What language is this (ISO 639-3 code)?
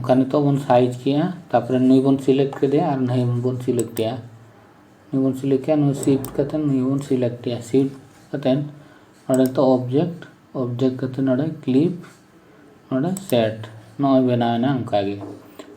sat